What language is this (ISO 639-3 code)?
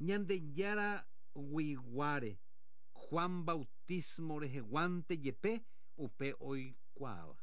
grn